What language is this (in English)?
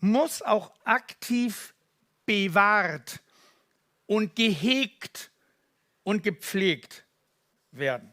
Swiss German